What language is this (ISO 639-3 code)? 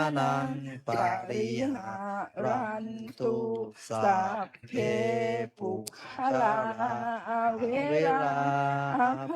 pli